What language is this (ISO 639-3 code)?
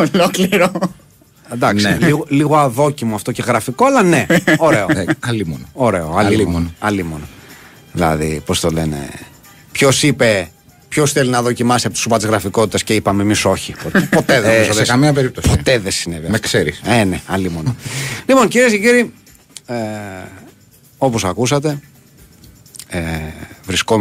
ell